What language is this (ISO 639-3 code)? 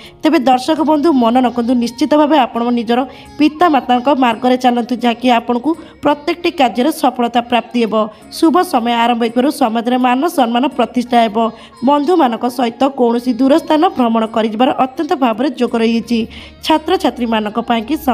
ori